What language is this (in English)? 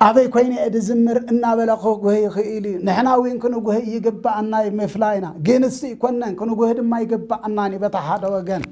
Tigrinya